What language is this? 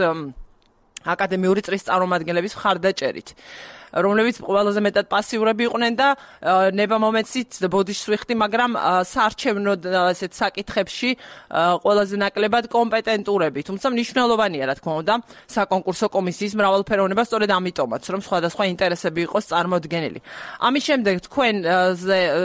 Georgian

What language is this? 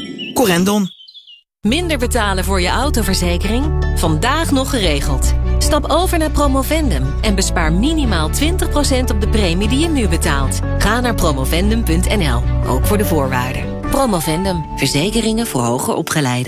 Dutch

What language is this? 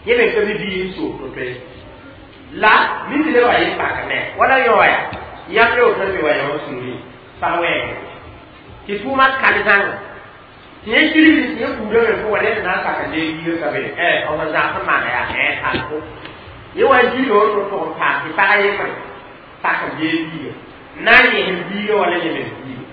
Mossi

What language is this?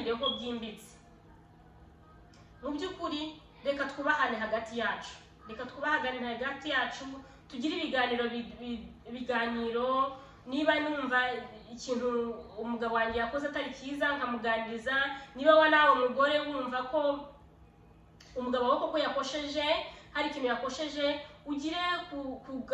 Kinyarwanda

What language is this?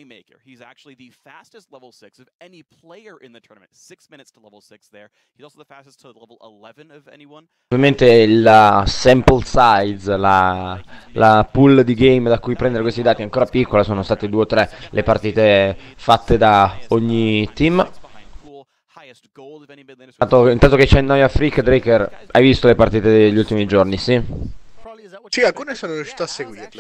Italian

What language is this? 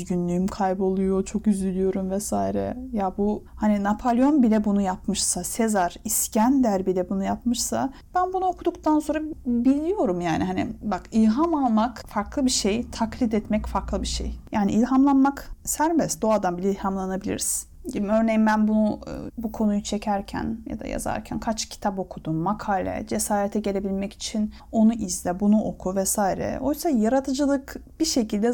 Turkish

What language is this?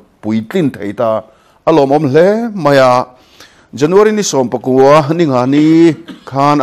Mizo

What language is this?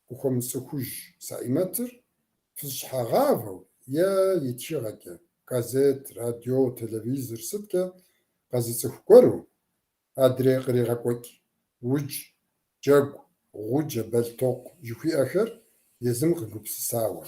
Kabardian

